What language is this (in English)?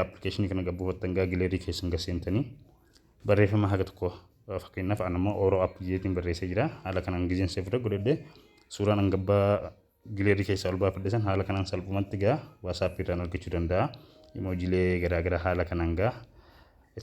Oromo